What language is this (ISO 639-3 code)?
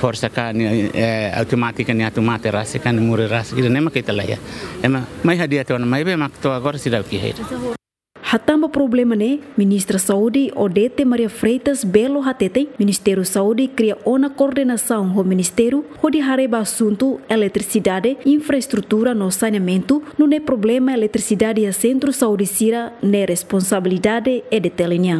tet